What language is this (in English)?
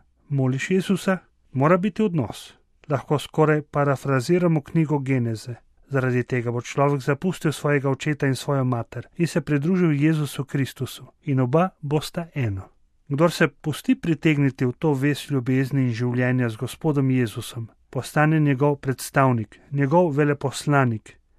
Slovenian